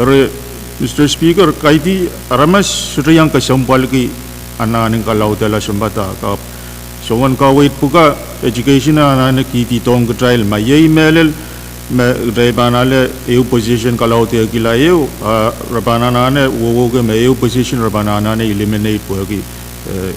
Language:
Pohnpeian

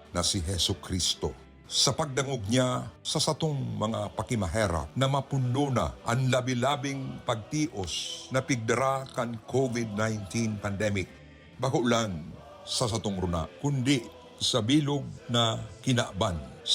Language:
Bikol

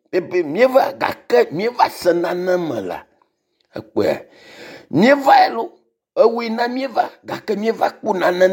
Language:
Ewe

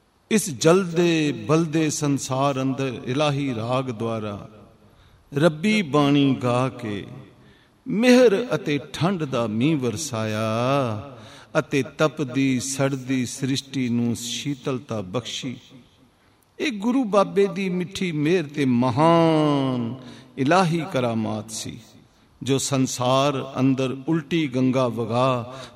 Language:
Punjabi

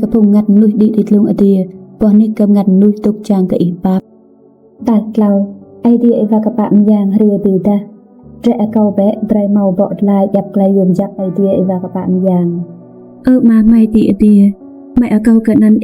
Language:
Rade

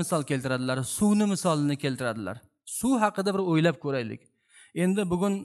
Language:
Uzbek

